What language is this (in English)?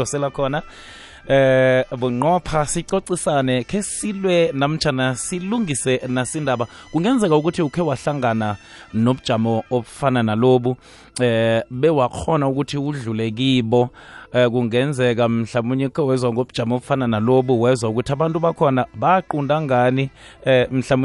South Ndebele